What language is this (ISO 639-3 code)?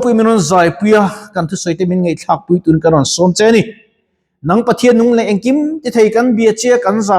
lus